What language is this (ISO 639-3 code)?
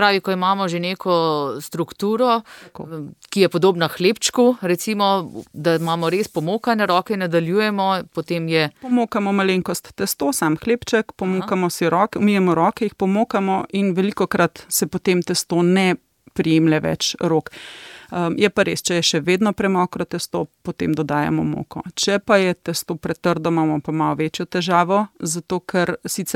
slv